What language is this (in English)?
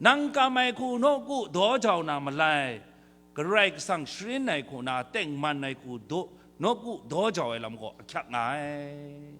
Kachin